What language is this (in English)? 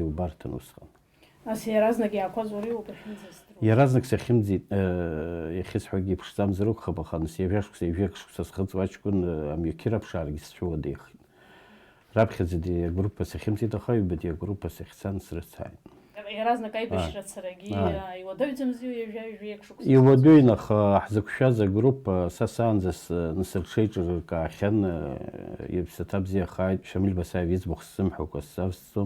Abkhazian